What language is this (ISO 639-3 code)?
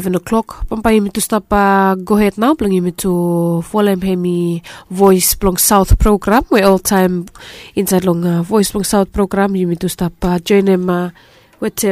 bis